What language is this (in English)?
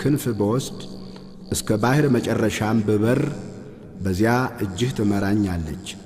Amharic